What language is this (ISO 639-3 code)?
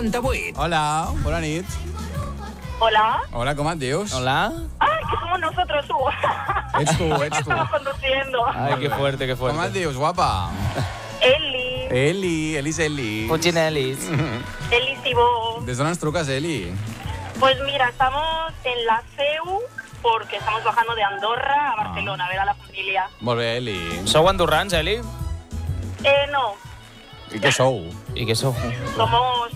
cat